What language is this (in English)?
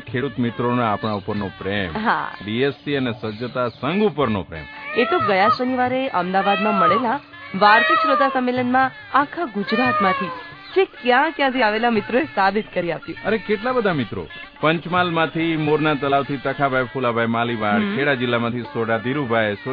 Gujarati